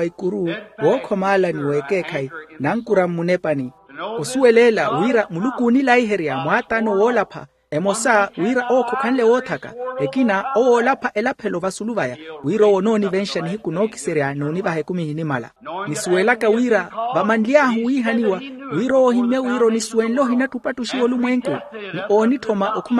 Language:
Makhuwa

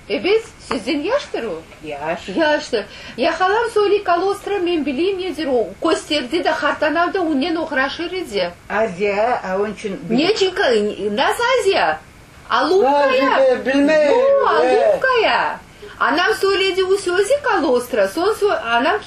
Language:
Crimean Tatar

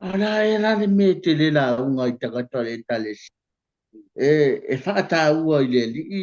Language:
Samoan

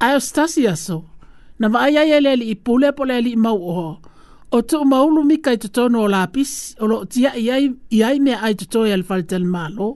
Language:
Samoan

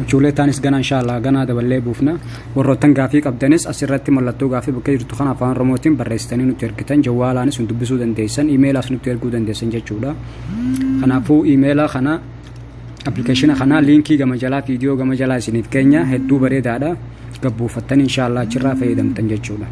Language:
Oromo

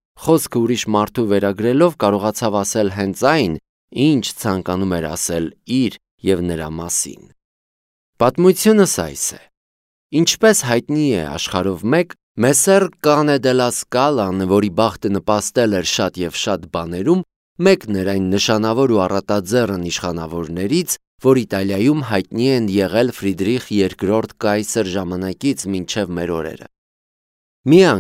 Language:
Armenian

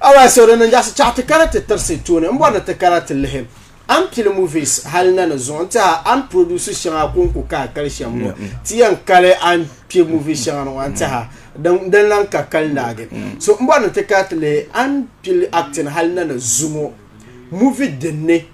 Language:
Dagbani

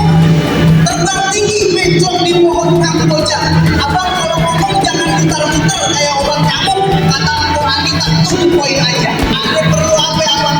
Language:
Betawi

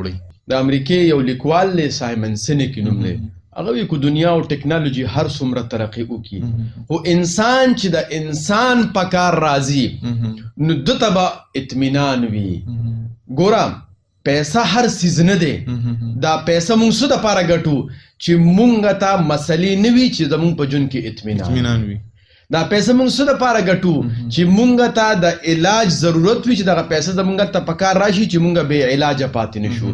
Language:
Pashto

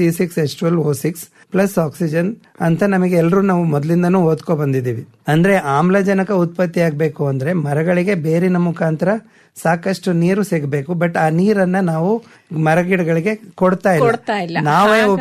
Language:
Kannada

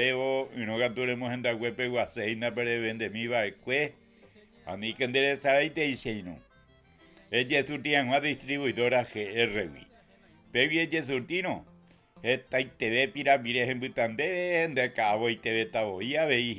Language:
Guarani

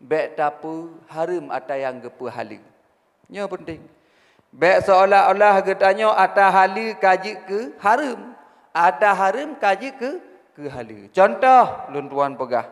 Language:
Achinese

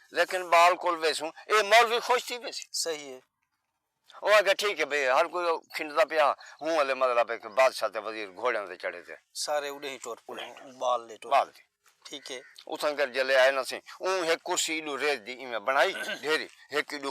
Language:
Saraiki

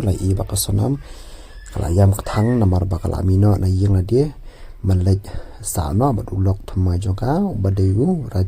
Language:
Khasi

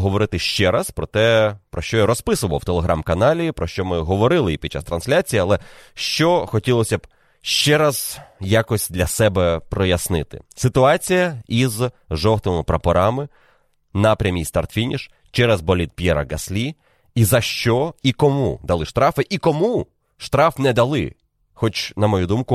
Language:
Ukrainian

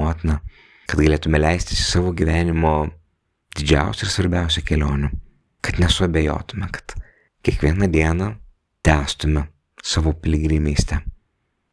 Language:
Lithuanian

